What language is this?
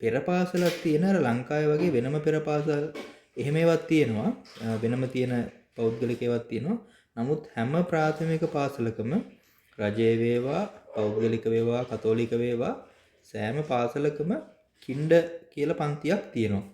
Sinhala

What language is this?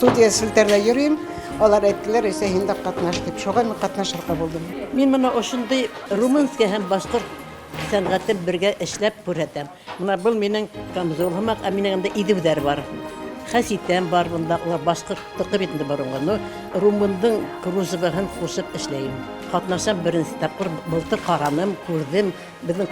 Bashkir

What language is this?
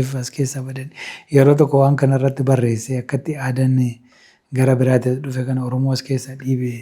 Oromo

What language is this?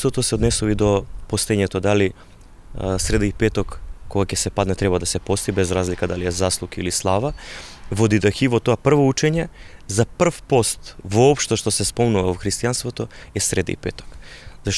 Macedonian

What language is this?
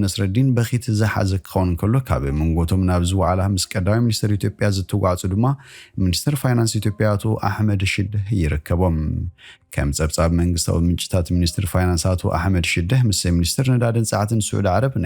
Tigrinya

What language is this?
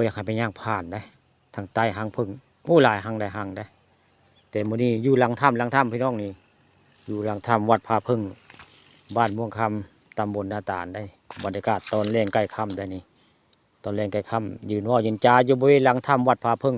Northeastern Thai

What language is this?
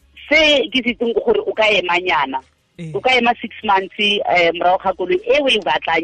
Tswana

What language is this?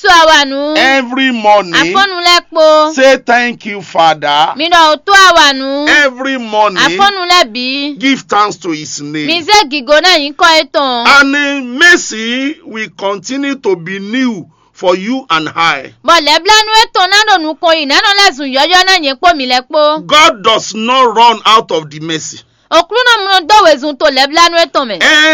Fon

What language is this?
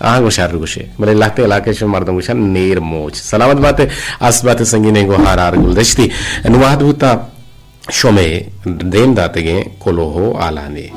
Eastern Balochi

